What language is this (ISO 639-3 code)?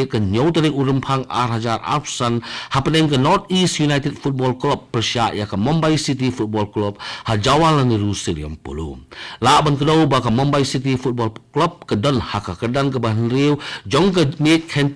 kha